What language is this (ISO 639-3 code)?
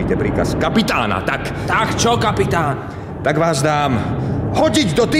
slk